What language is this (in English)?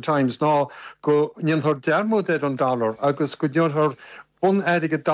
Irish